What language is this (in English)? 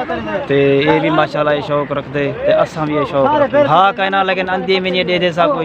Saraiki